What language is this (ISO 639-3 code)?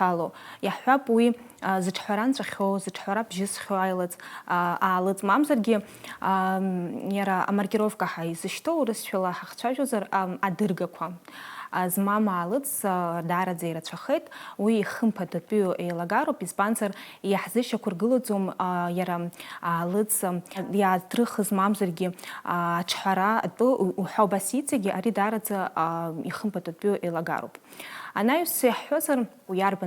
abk